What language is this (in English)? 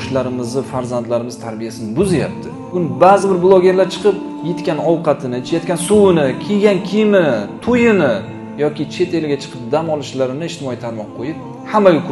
Uzbek